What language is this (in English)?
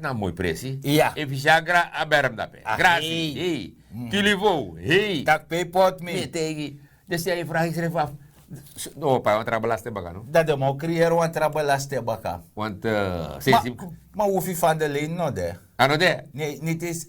Sranan Tongo